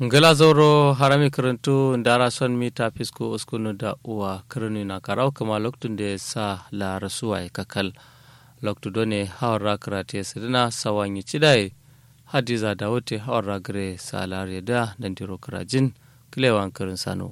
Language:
Kanuri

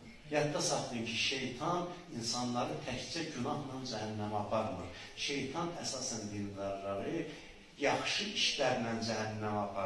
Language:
Azerbaijani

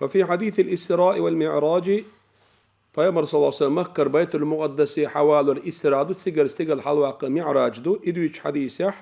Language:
Chechen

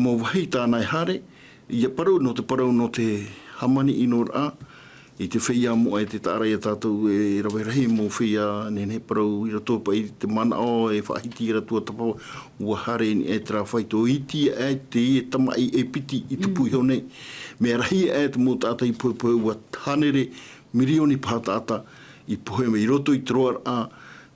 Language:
Tahitian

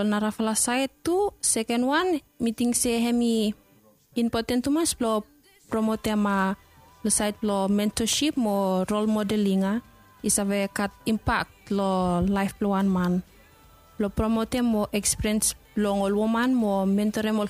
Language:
Bislama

